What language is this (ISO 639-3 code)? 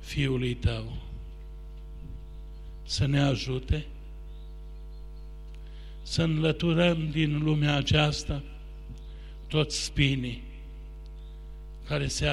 ron